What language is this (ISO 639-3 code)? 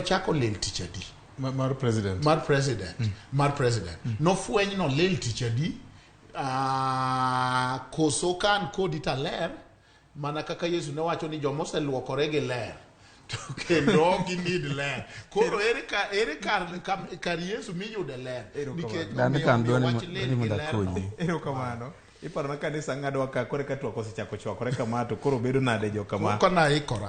luo